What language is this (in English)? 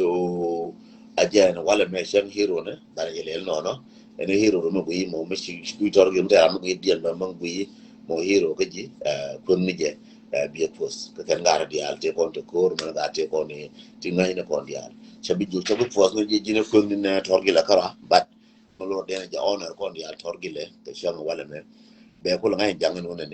Nuer